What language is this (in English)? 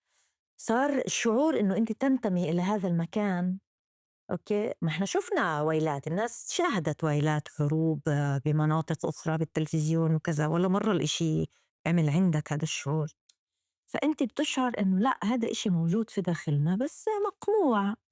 North Levantine Arabic